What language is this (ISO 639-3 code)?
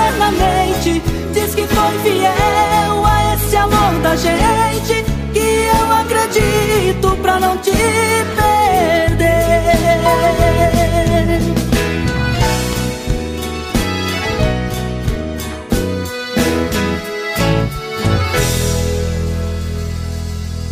por